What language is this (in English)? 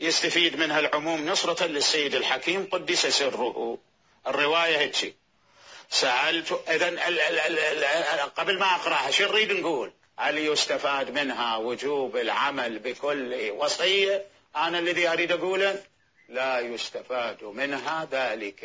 Mesopotamian Arabic